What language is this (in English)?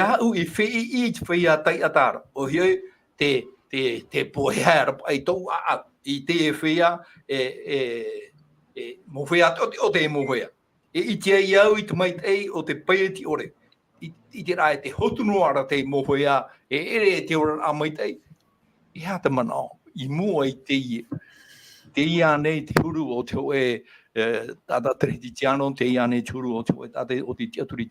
Tahitian